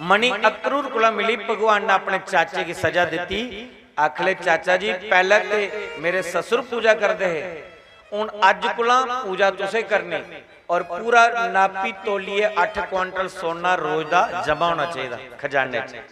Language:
Dogri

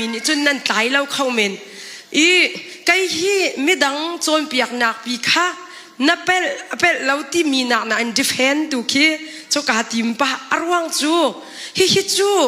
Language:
Hakha Chin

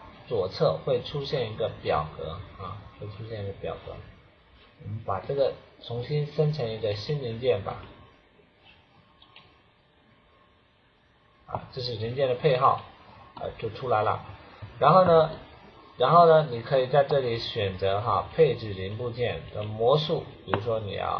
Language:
Chinese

